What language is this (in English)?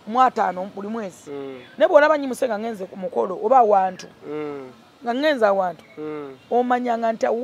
Ganda